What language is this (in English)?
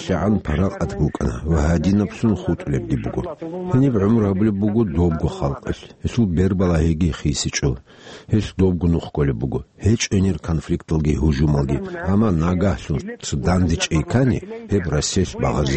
Avaric